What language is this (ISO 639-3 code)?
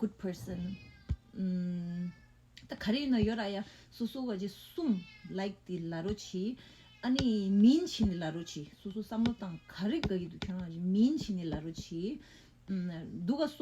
bod